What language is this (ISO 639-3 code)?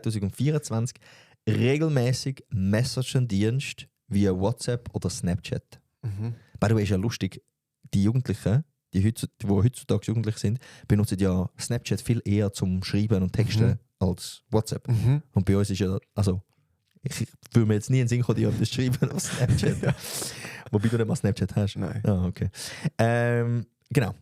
gsw